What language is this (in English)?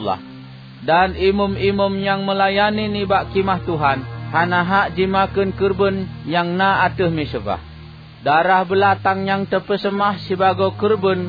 Achinese